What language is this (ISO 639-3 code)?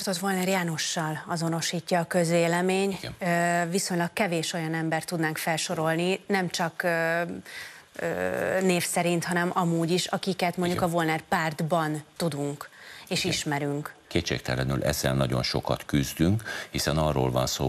hun